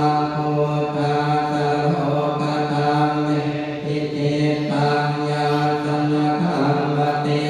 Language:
Pali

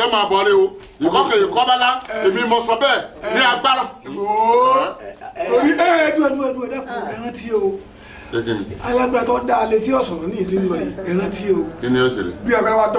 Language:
Yoruba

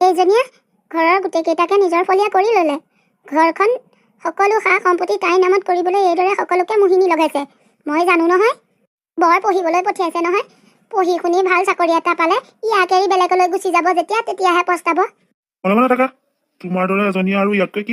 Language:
Assamese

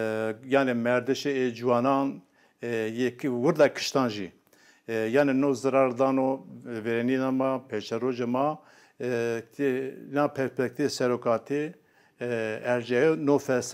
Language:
Zaza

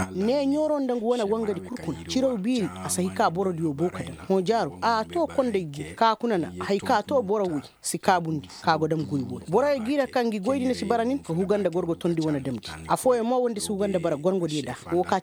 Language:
Koyraboro Senni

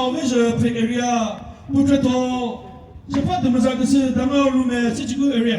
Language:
Chokri Naga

